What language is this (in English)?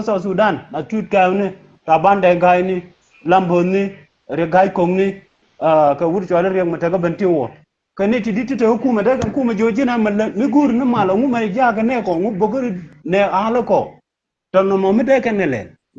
Nuer